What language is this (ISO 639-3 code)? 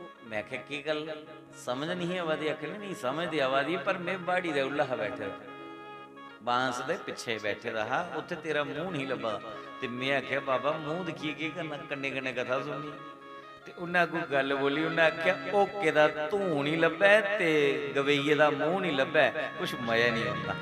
doi